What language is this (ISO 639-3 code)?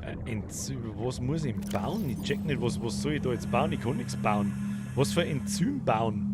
bar